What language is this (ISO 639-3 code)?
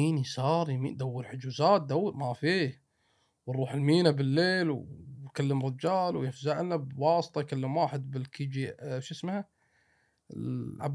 afb